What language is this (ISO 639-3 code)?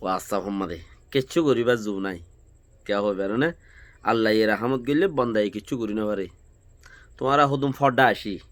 rhg